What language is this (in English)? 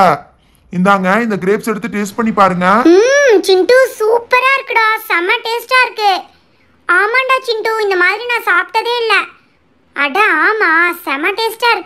Tamil